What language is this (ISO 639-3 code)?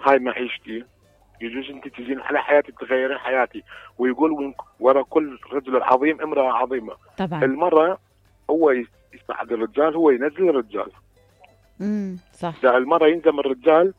acm